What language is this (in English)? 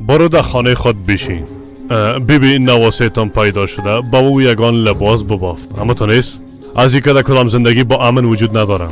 Persian